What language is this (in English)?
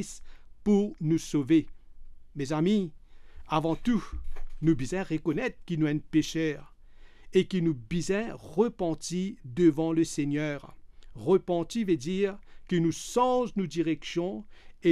Morisyen